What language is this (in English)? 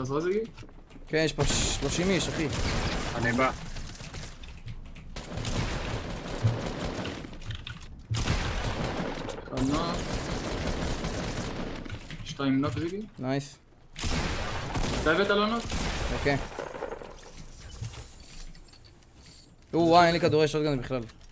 Hebrew